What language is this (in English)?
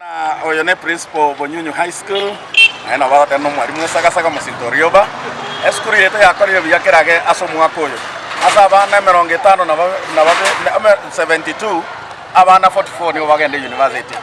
Gusii